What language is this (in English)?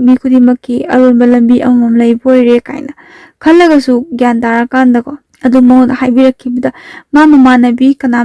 Manipuri